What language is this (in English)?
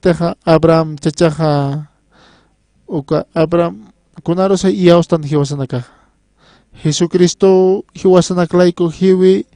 Aymara